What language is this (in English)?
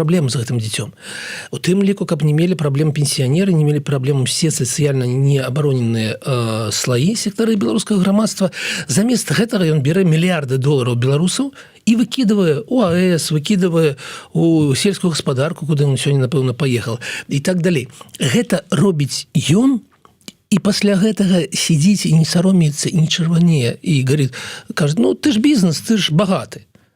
Belarusian